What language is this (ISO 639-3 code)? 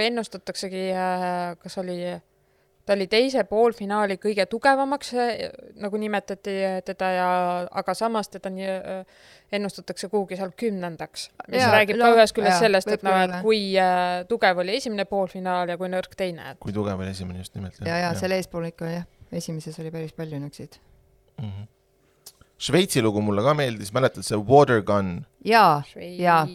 est